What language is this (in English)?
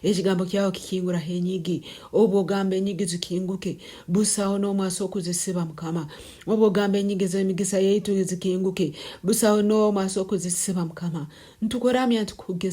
Nyoro